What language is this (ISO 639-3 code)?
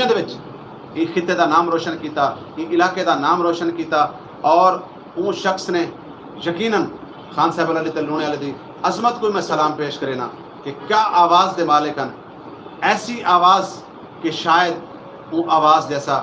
skr